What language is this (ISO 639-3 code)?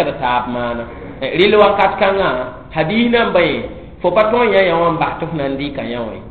mos